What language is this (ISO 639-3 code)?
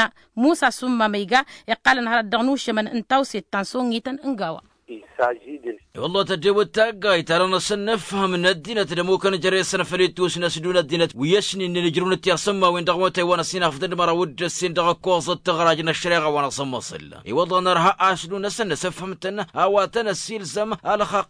taq